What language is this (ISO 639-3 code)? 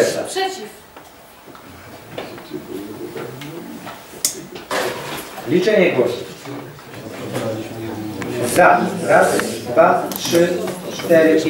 pol